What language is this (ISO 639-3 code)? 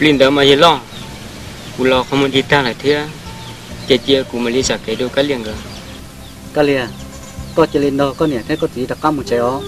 hmn